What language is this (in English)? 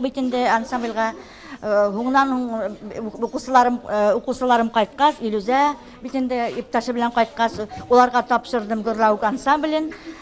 Bashkir